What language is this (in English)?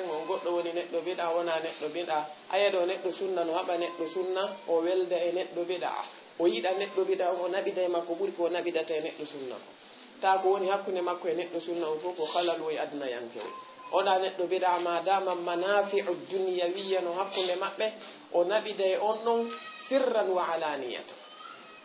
Fula